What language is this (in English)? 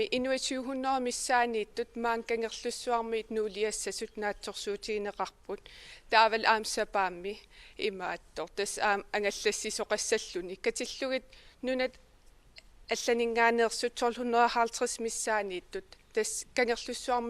Kalaallisut